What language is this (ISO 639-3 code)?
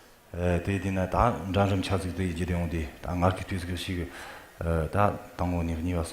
bod